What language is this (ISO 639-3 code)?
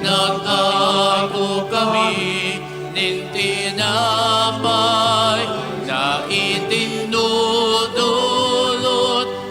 bik